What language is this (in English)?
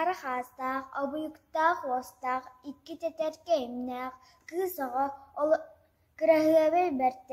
Yakut